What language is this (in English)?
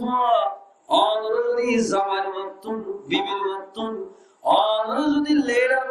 Rohingya